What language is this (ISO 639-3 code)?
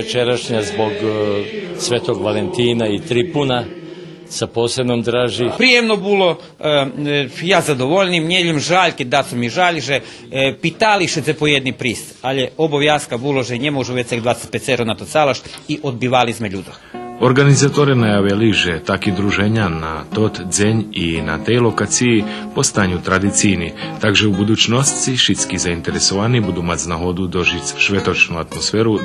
rue